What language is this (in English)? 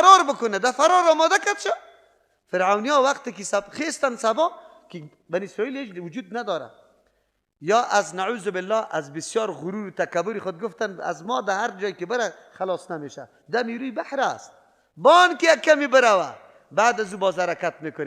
Persian